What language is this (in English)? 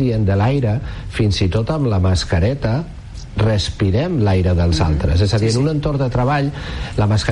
Catalan